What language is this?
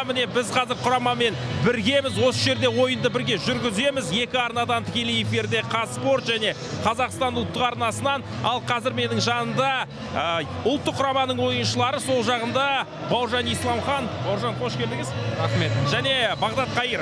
Kazakh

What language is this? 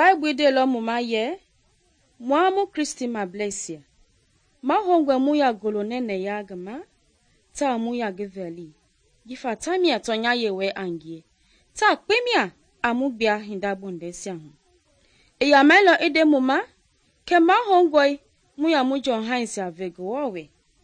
Mende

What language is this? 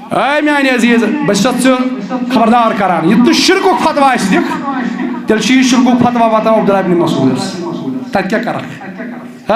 Kashmiri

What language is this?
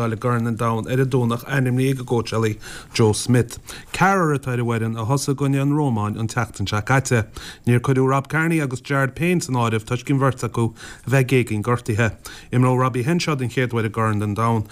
Irish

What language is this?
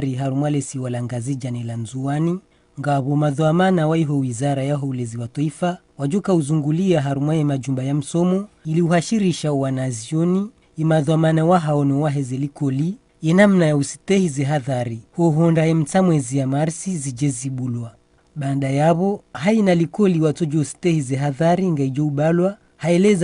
Ngazidja Comorian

